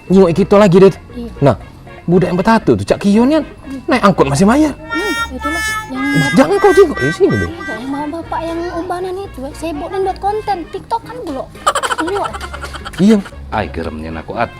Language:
Musi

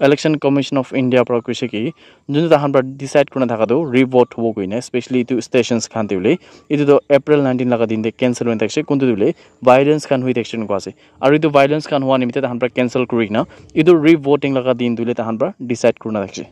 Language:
Naga Pidgin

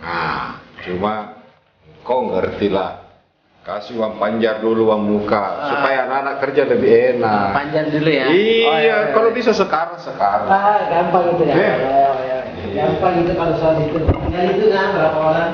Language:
Makassar Malay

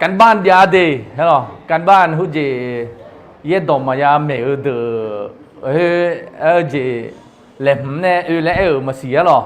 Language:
Akha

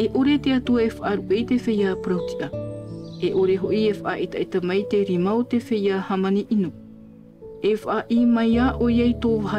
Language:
Tahitian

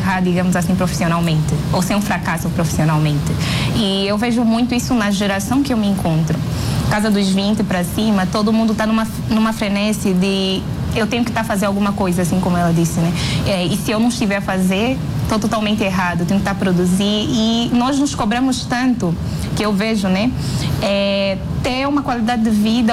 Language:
Portuguese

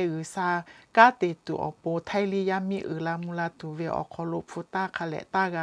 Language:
Lahu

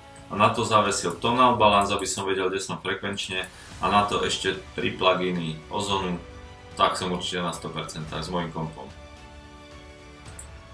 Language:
Slovak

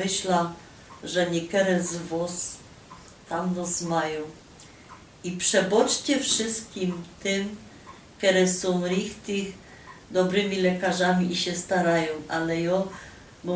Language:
Silesian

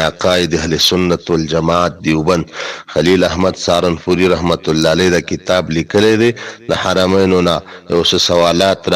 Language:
Pashto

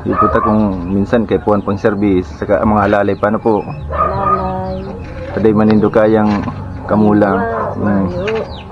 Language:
Bikol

